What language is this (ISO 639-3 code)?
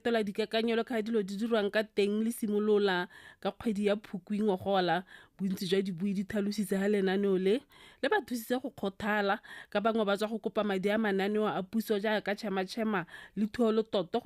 tsn